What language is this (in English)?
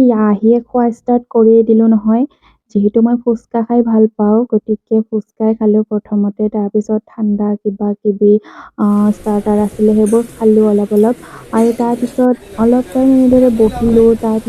Assamese